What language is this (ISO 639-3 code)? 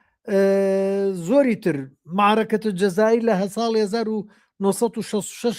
ckb